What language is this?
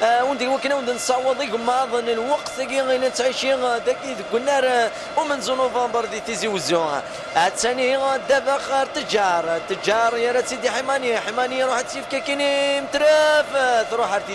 Kabyle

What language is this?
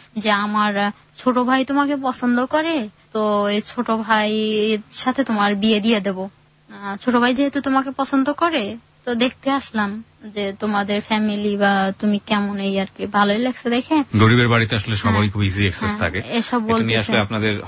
Bangla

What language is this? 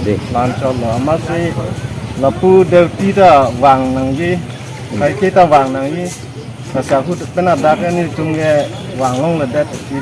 Karbi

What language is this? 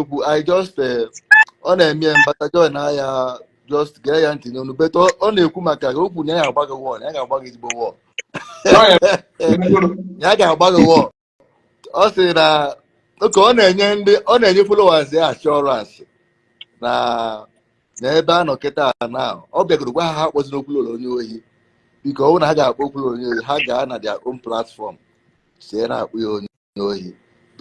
Igbo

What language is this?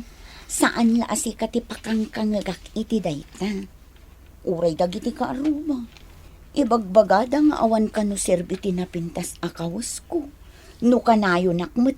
Iloko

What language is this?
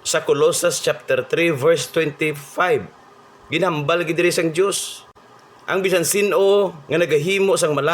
Hiligaynon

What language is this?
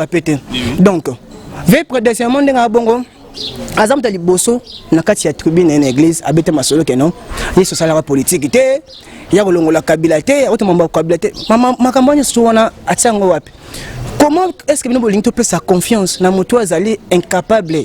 Lingala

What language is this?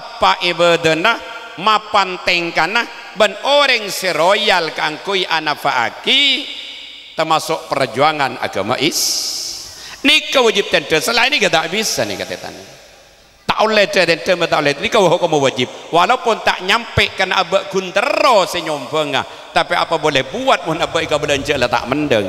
Madurese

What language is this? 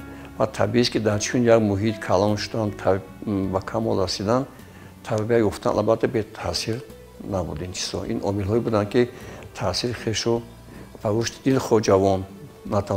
Tajik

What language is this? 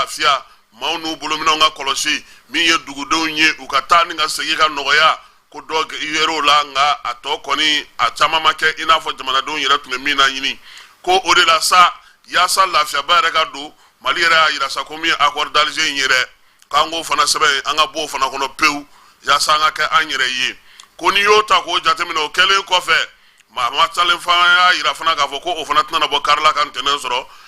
Bambara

